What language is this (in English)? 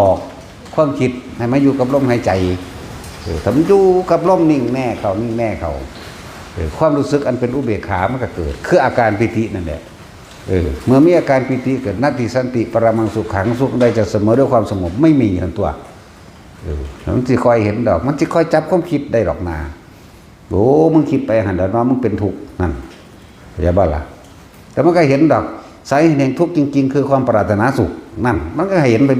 Northeastern Thai